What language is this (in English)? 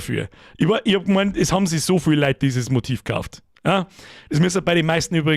Bavarian